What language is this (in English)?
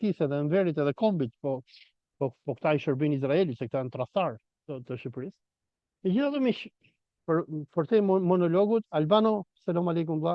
Albanian